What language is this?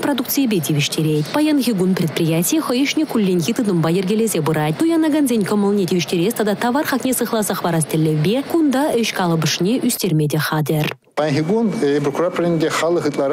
Chuvash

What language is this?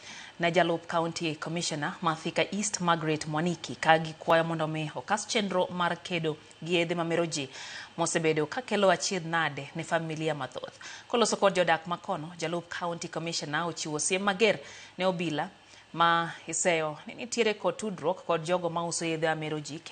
Luo (Kenya and Tanzania)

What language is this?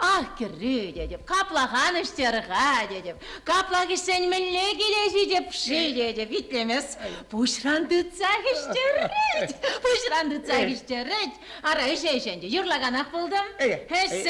Chuvash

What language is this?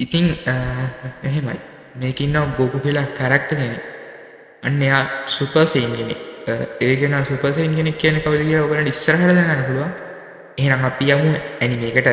Sinhala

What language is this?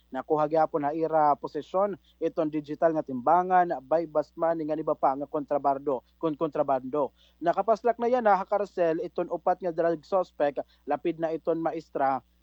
Waray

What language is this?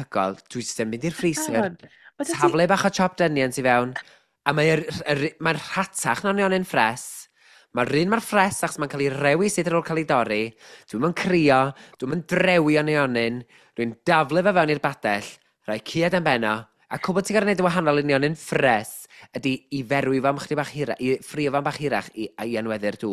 Welsh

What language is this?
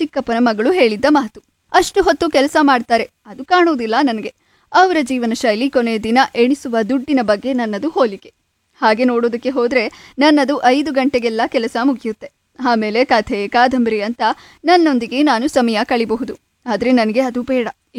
Kannada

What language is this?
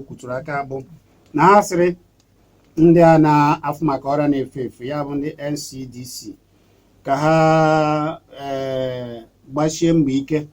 Igbo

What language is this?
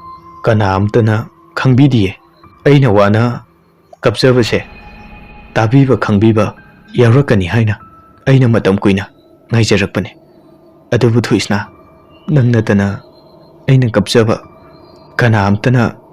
Manipuri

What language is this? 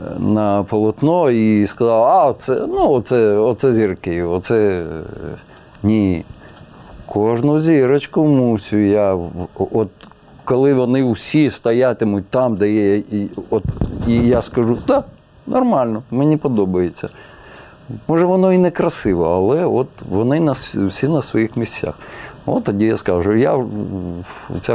Ukrainian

